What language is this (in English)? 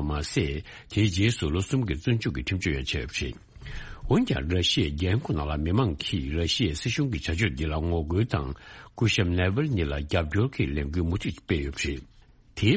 Tibetan